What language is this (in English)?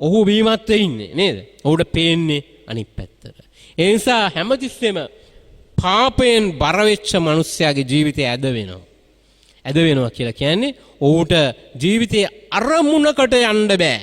Sinhala